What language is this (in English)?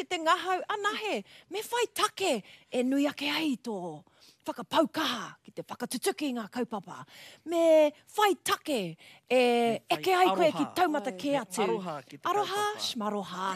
Māori